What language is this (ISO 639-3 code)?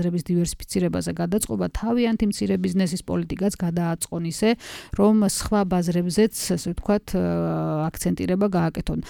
kat